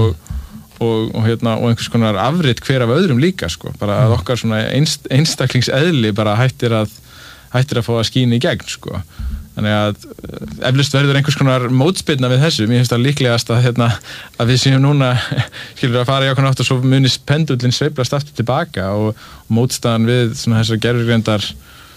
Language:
Icelandic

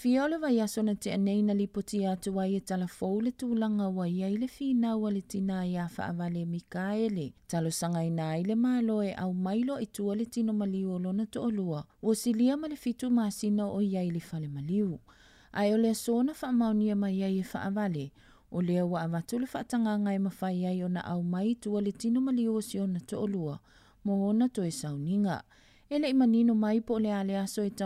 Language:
Samoan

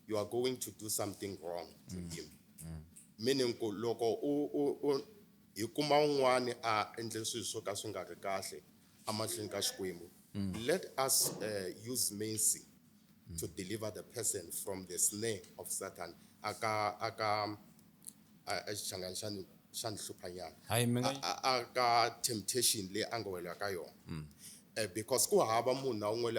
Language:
Tsonga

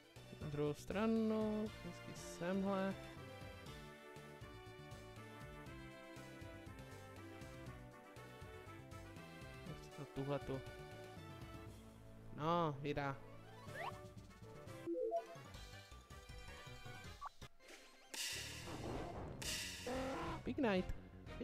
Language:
Czech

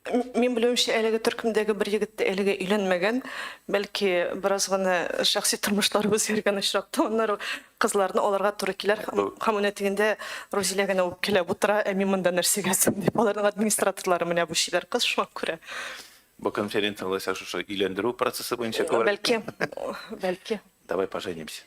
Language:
Tatar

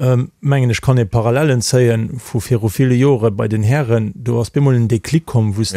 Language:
Luxembourgish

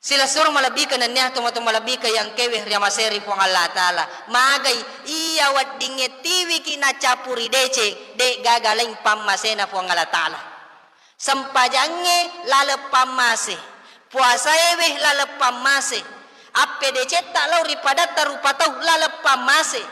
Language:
Buginese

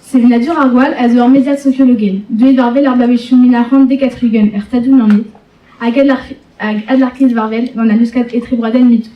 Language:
Breton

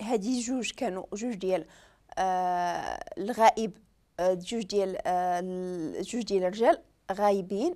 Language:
Moroccan Arabic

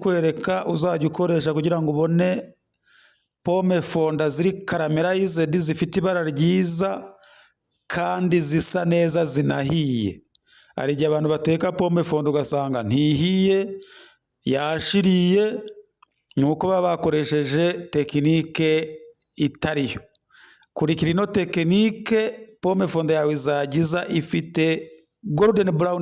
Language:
Kinyarwanda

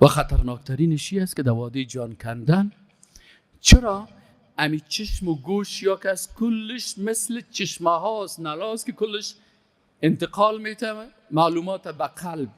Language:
Persian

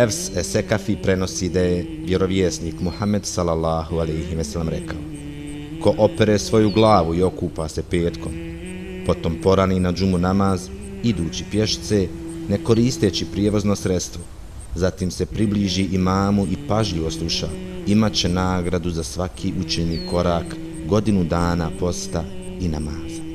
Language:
Bosnian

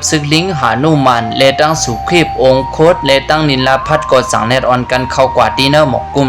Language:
Shan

